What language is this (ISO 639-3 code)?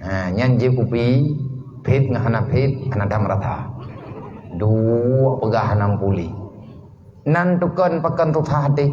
ace